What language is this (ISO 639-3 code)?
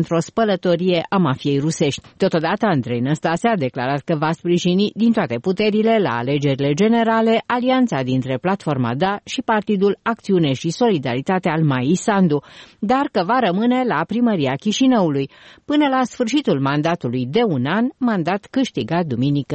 ron